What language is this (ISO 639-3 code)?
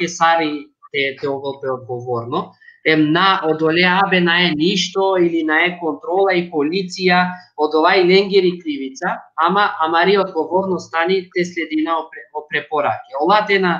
rmn